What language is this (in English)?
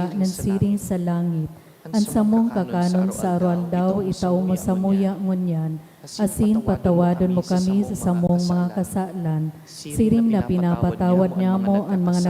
Bikol